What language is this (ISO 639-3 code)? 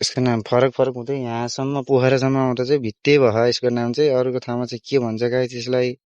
nep